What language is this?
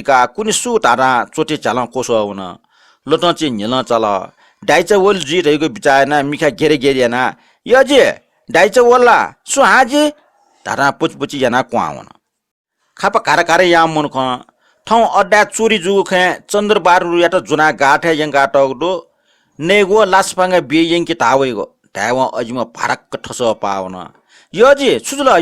Newari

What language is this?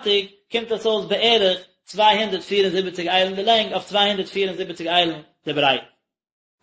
Yiddish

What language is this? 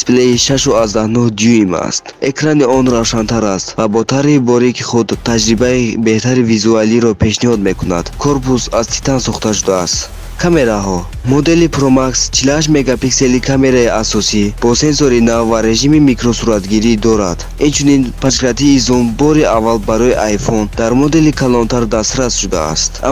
Tajik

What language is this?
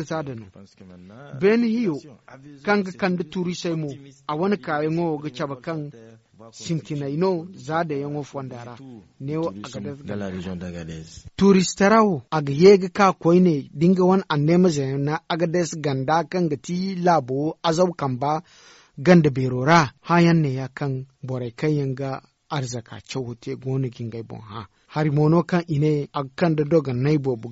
Zarma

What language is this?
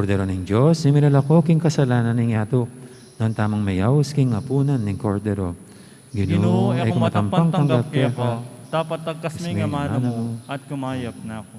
Pampanga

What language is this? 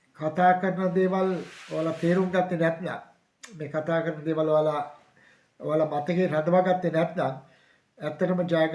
Sinhala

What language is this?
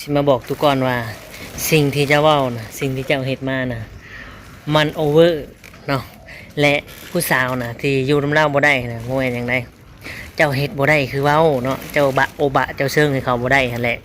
Northeastern Thai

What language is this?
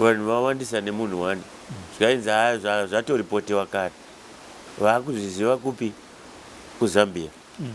Shona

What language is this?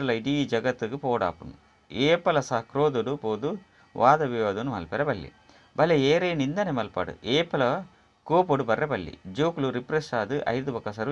Tulu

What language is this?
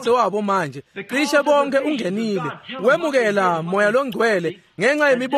Swati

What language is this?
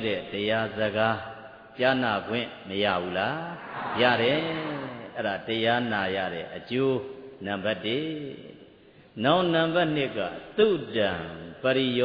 Burmese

